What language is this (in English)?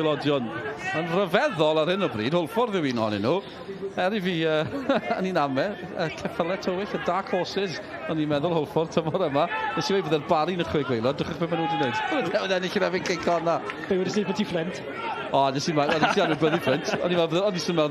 Welsh